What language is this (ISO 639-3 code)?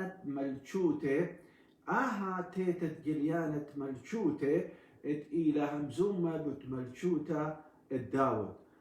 aii